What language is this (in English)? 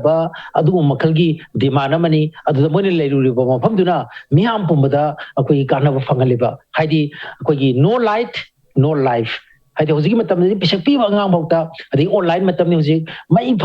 Manipuri